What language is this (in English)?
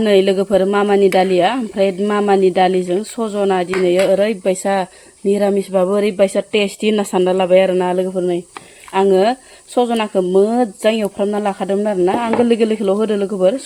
Bodo